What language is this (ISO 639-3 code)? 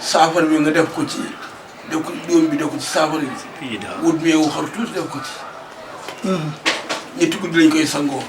wol